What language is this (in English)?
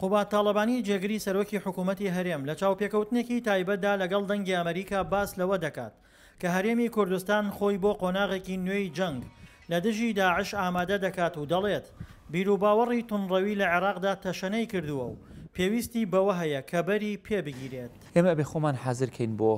Central Kurdish